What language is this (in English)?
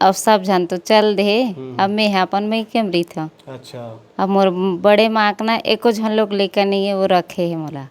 Chhattisgarhi